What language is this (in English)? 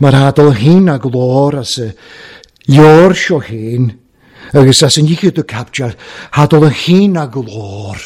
Welsh